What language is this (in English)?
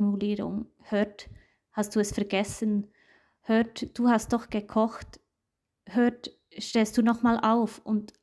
Swiss German